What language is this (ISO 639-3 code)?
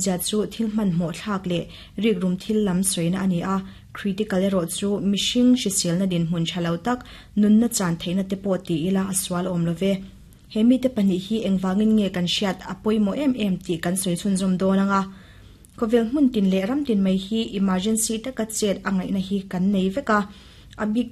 lus